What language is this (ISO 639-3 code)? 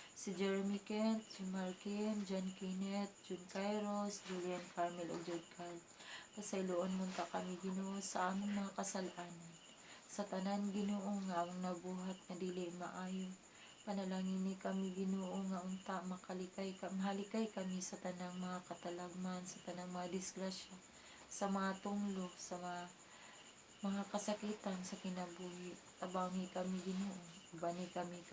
ceb